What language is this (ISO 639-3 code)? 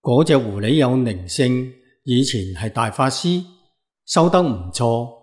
yue